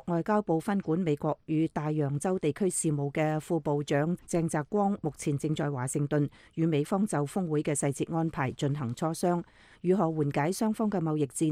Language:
Cantonese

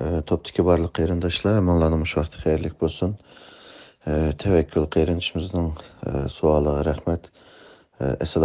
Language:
Uyghur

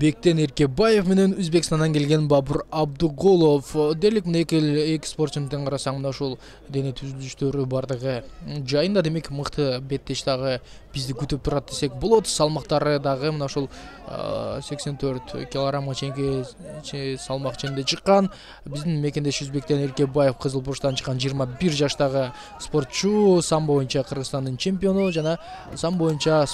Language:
Kyrgyz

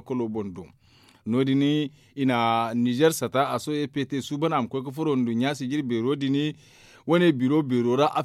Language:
Zarma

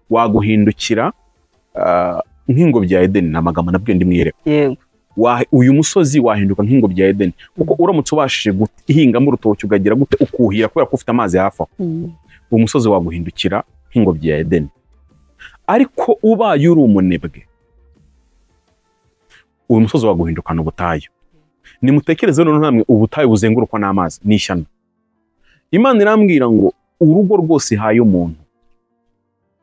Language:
Kinyarwanda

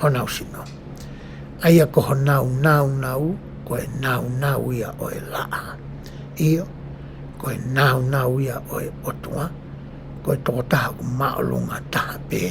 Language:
Tongan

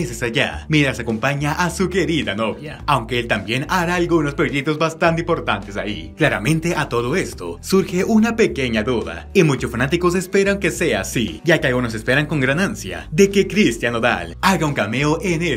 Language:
Spanish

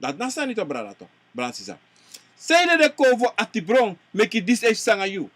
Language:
Sranan Tongo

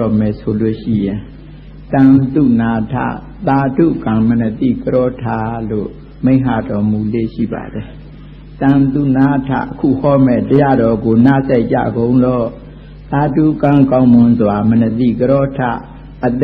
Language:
Burmese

